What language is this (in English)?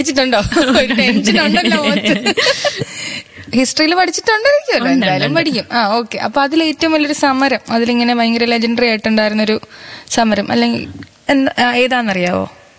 Malayalam